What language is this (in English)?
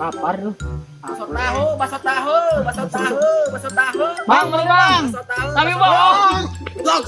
Sundanese